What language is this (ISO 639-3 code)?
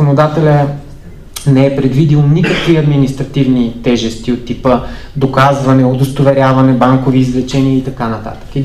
bul